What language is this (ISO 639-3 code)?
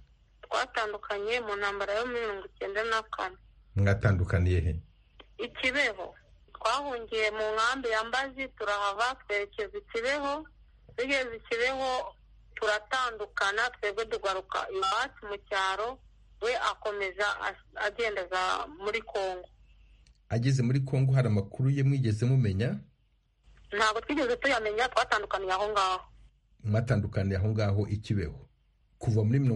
kin